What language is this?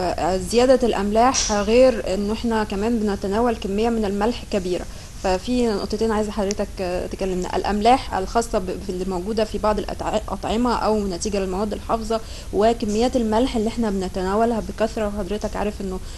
Egyptian Arabic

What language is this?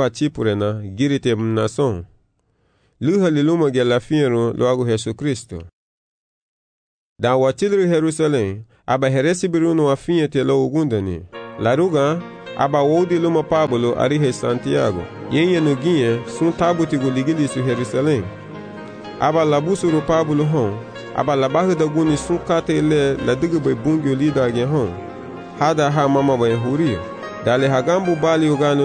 Garifuna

